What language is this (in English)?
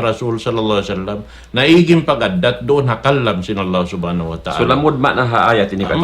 Tausug